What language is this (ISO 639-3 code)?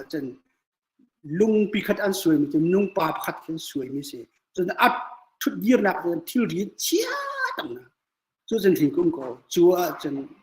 cnh